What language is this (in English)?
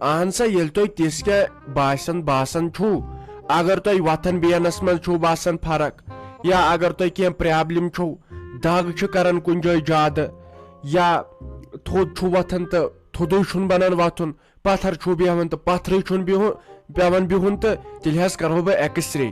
Kashmiri